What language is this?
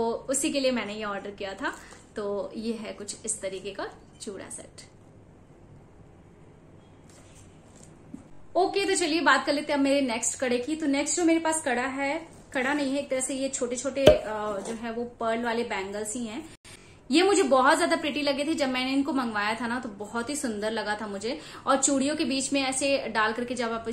Hindi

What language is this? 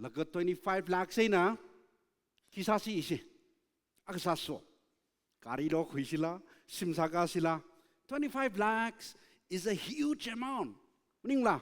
Tangkhul Naga (India)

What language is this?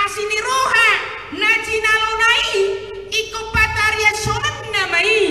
Batak Toba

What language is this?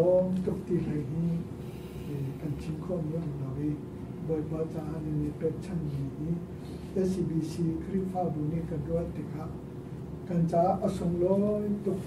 Hakha Chin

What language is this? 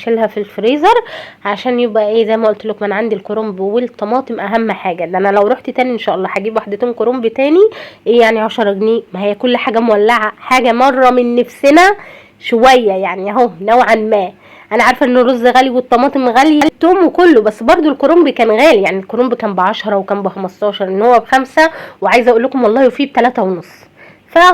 Egyptian Arabic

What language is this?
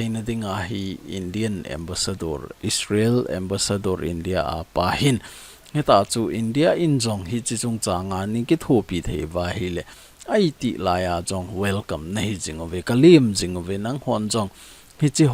Thado Chin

